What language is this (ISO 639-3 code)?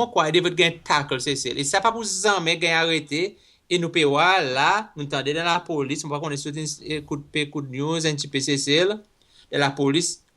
crs